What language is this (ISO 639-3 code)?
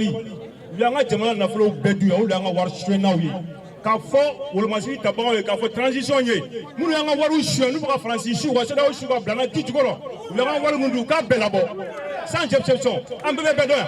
bam